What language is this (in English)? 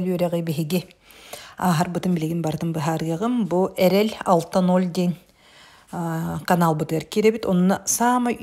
Yakut